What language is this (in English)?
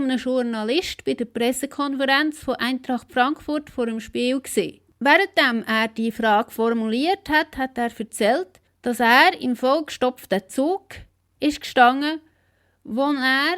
Swiss German